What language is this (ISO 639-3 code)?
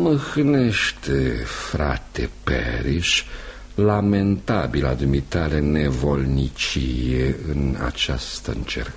ron